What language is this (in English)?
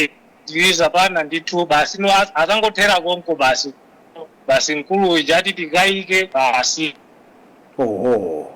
Nyanja